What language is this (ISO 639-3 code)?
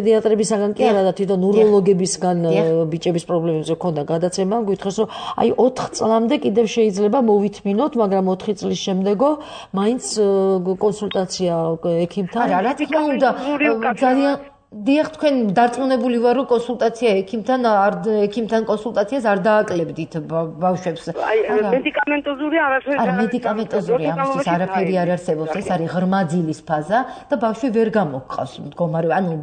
kat